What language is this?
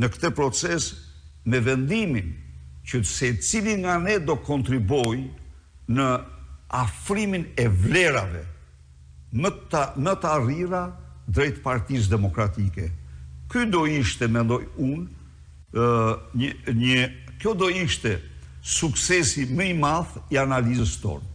Albanian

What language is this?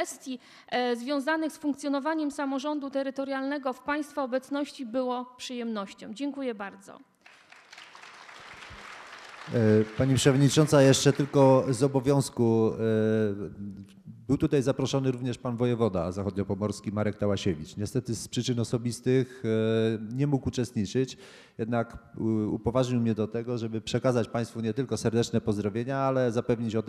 Polish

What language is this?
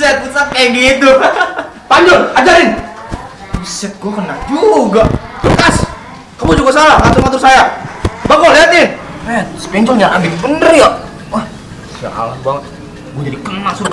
Betawi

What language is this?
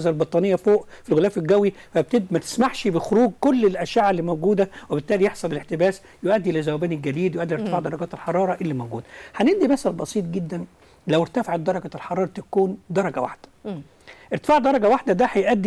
Egyptian Arabic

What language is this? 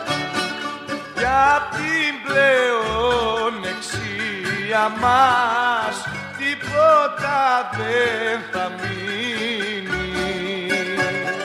Greek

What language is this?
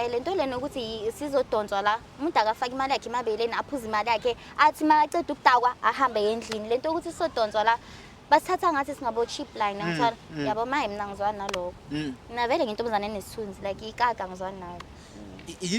Zulu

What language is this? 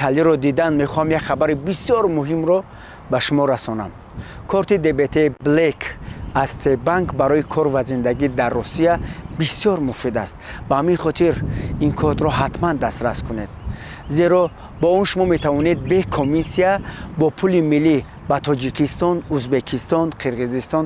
Tajik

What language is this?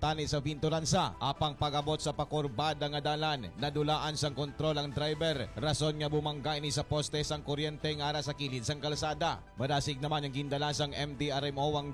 Hiligaynon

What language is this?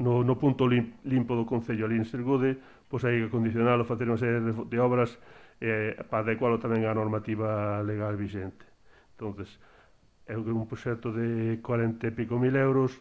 Galician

